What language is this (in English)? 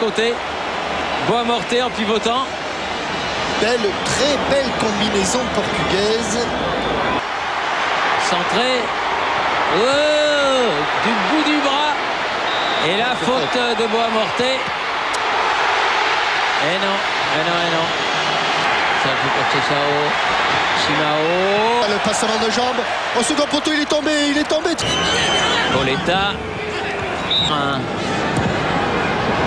French